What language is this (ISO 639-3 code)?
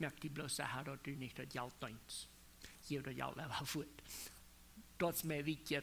pdt